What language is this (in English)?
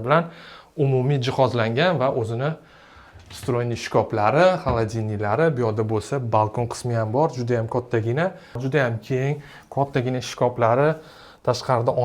Uzbek